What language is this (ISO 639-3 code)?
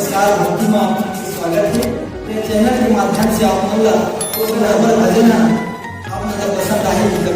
hne